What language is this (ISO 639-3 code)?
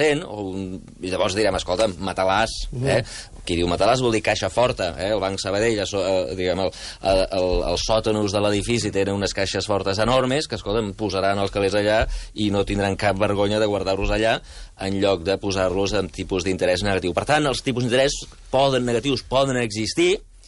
cat